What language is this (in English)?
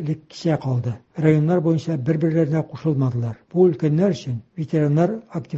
Tatar